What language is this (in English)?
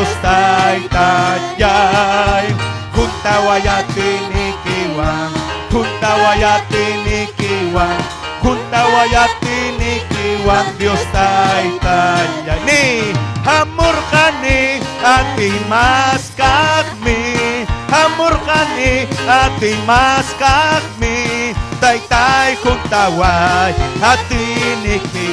Ayacucho Quechua